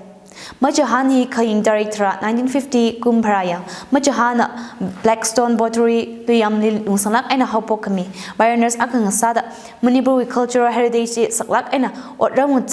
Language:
Tangkhul Naga (India)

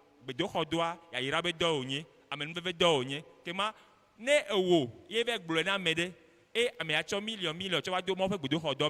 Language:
Ewe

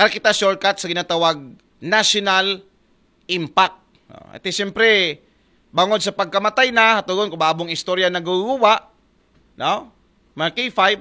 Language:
Aklanon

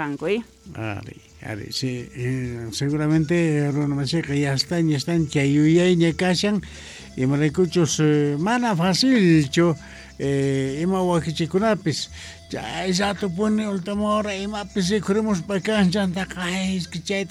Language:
Quechua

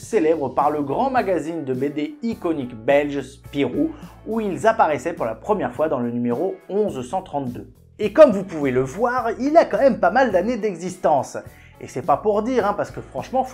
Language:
French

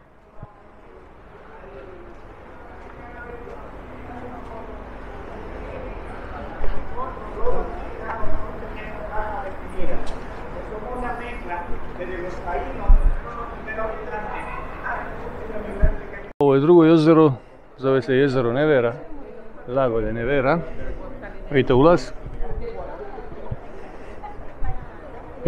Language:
Croatian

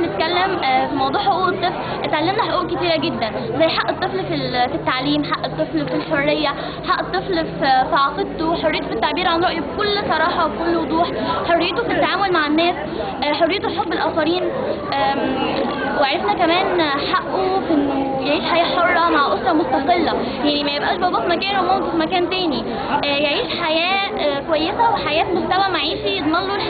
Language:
Egyptian Arabic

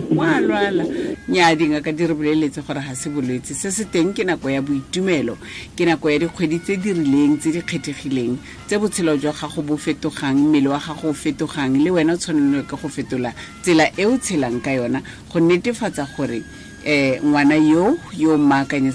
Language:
Tswana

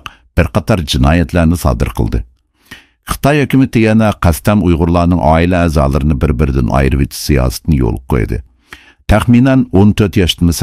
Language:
Uyghur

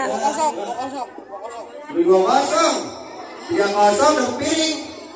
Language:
Betawi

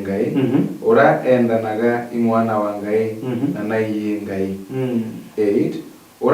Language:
Meru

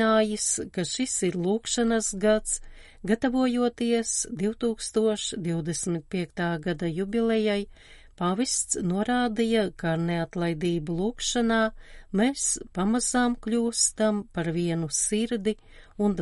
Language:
Latvian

